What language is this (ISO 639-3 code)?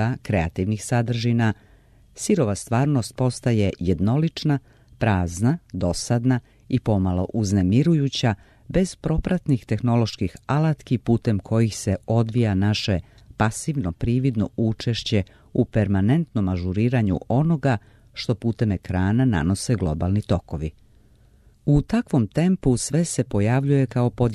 srp